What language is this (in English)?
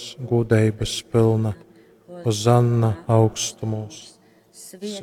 Latgalian